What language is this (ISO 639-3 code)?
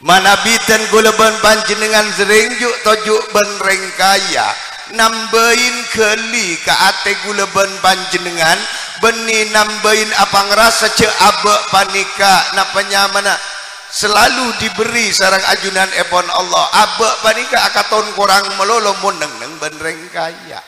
mad